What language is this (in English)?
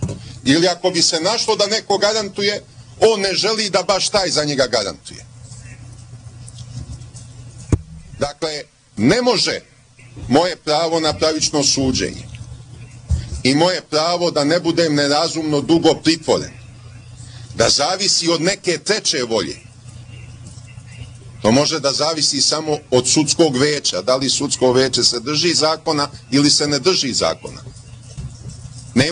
Serbian